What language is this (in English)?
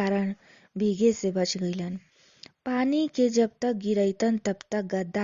Bhojpuri